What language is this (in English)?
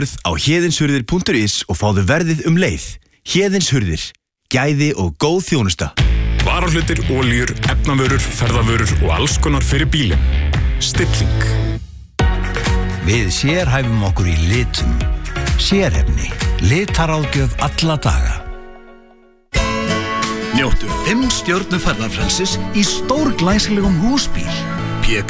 Icelandic